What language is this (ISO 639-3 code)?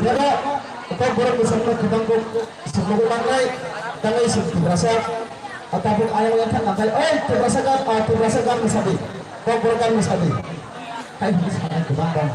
trp